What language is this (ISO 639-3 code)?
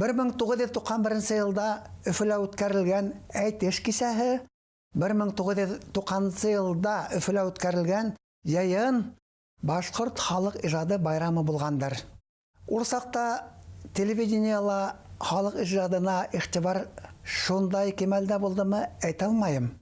bak